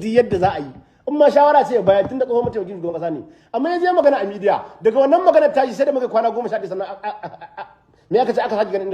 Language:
Hausa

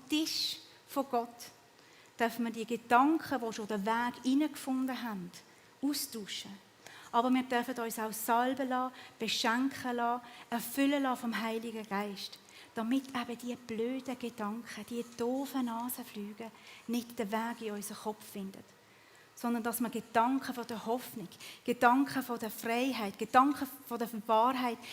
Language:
Swiss German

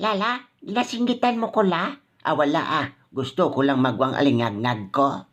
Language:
Hiligaynon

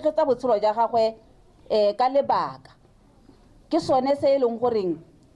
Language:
Tswana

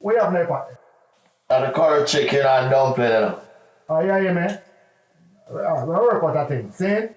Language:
Jamaican Creole English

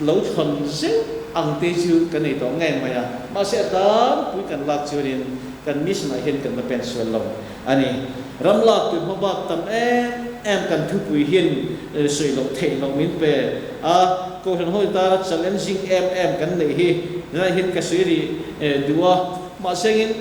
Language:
Mizo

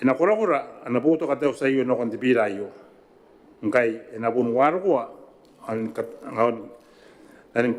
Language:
Gilbertese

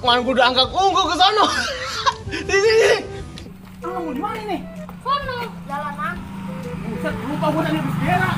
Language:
Betawi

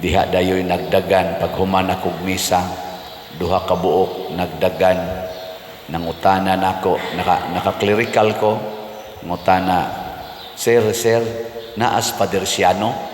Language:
Cebuano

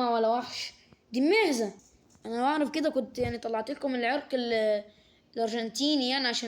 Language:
Egyptian Arabic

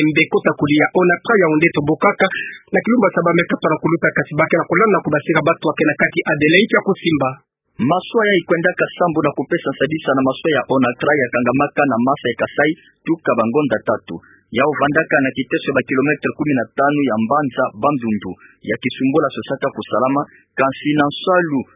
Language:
Kituba (Democratic Republic of Congo)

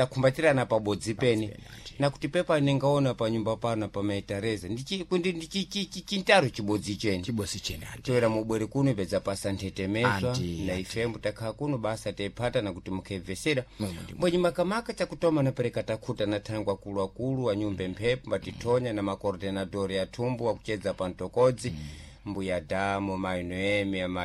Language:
Sena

